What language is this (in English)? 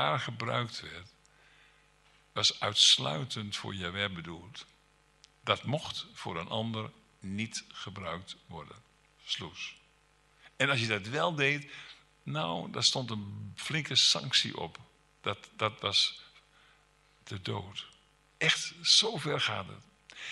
Dutch